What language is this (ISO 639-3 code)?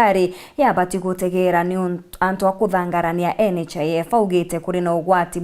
mer